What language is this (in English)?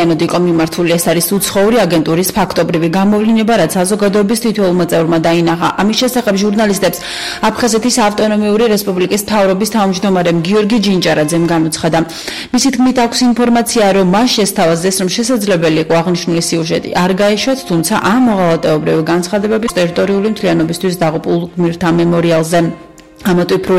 Georgian